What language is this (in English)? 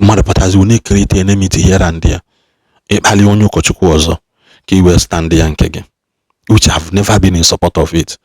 Igbo